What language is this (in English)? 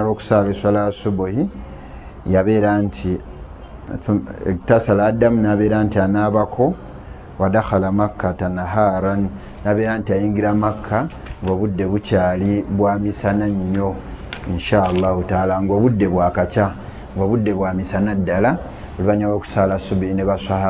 Ganda